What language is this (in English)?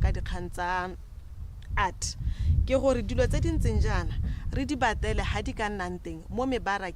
Tswana